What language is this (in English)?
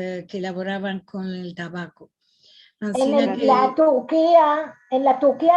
Ladino